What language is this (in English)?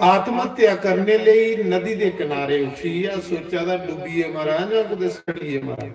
Dogri